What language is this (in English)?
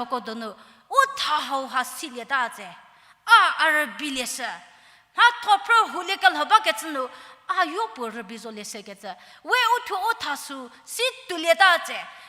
Angami Naga